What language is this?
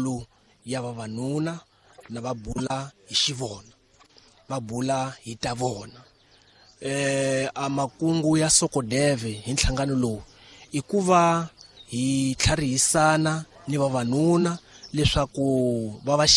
Tsonga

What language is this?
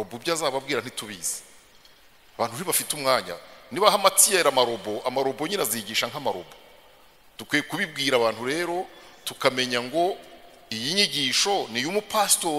Kinyarwanda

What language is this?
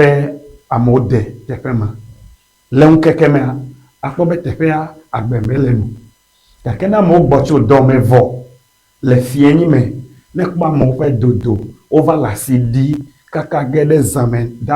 Ewe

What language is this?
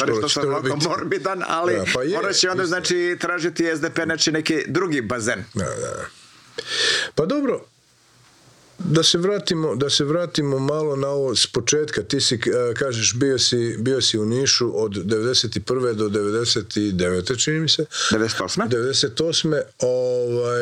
Croatian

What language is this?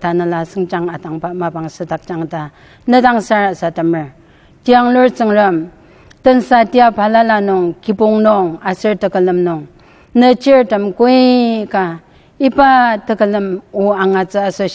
Ao Naga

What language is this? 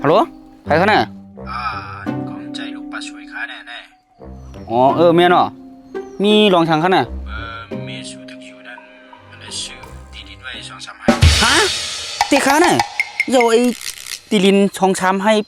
Shan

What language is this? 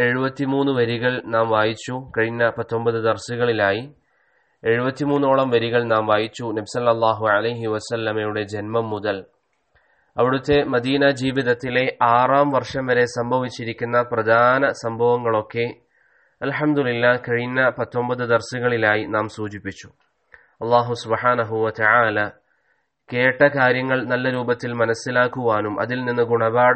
Malayalam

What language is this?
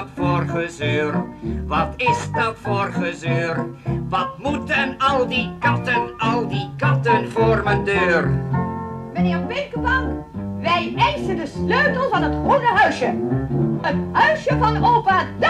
Dutch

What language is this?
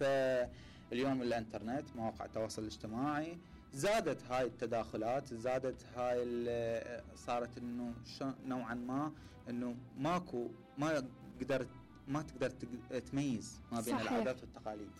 Mesopotamian Arabic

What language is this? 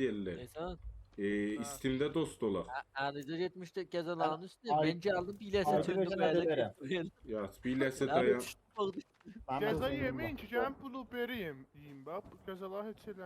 South Azerbaijani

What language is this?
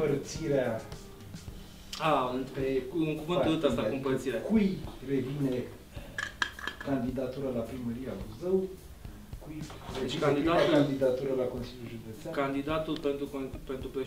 Romanian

